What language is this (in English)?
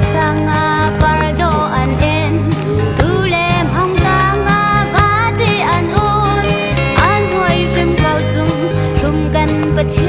Hakha Chin